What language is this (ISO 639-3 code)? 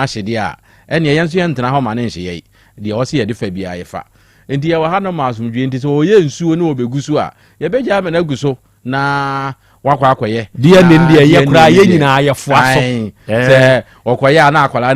aka